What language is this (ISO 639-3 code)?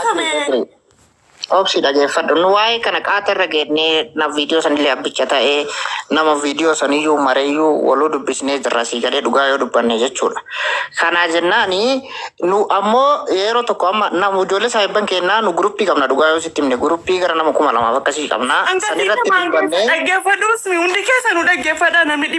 orm